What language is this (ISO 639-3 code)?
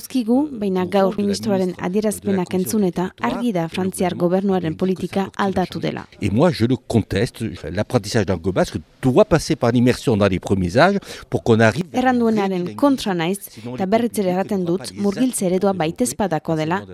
eus